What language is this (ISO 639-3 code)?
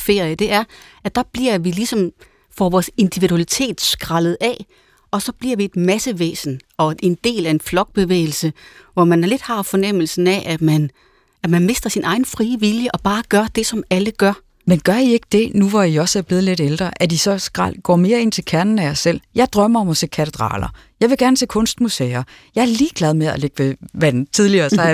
dan